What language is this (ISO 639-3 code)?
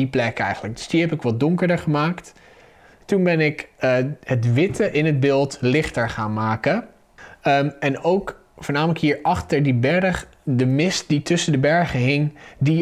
nld